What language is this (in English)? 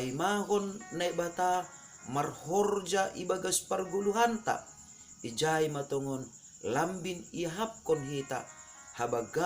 Batak Simalungun